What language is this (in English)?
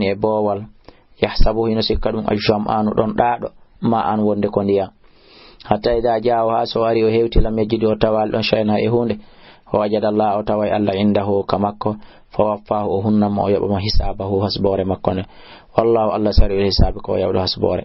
Fula